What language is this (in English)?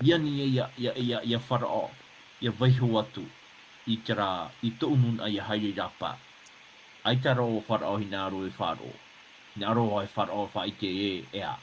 Tahitian